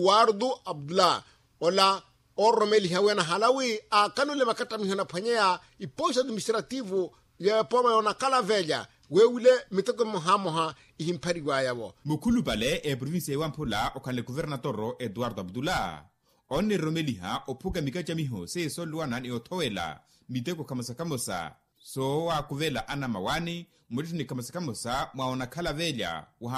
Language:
Makhuwa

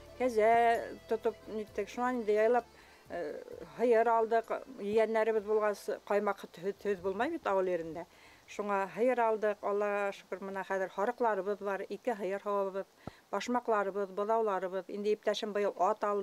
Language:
Bashkir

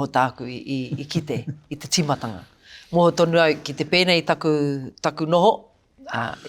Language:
Māori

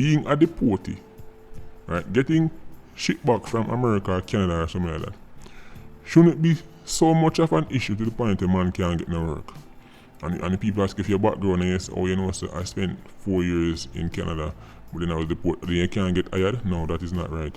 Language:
Jamaican Creole English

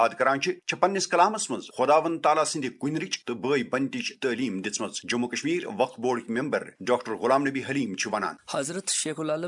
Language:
Kashmiri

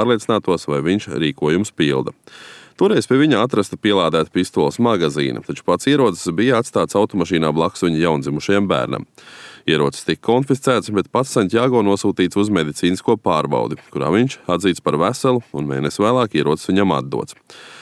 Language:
Latvian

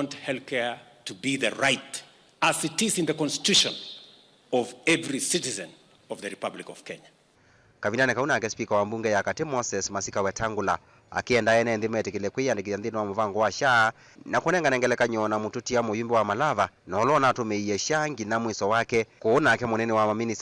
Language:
Kamba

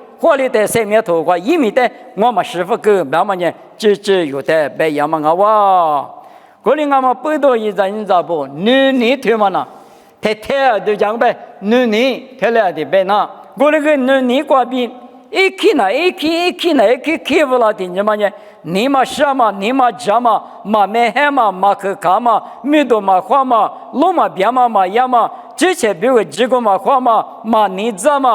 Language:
Lisu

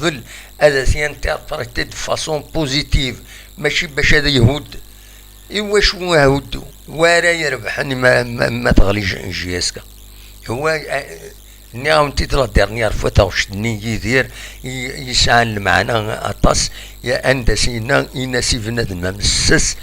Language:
Kabyle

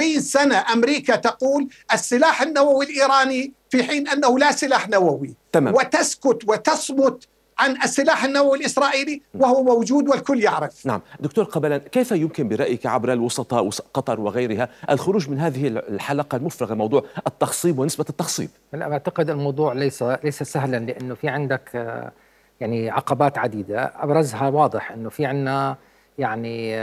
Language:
Arabic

